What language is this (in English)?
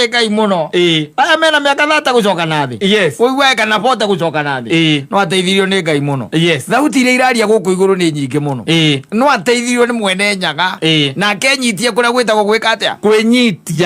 Kikuyu